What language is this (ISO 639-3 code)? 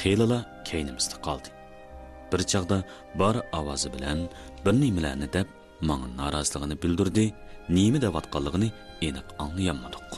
uig